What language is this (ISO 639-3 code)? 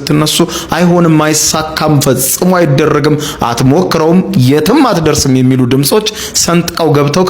amh